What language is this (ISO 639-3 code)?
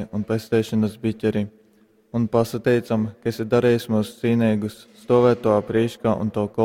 ltg